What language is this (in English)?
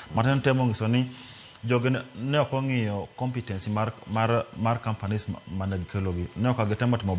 Luo (Kenya and Tanzania)